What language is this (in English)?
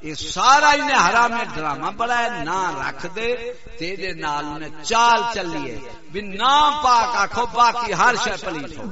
Saraiki